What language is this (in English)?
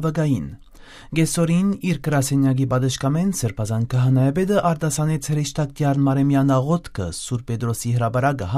Western Armenian